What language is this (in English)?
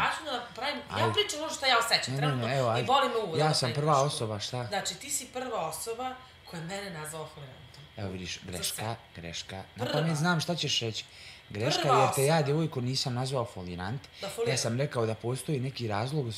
Bosnian